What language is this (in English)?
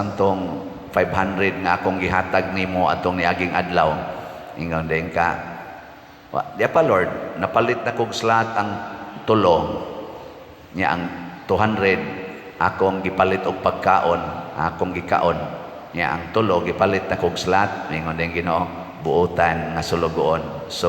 Cebuano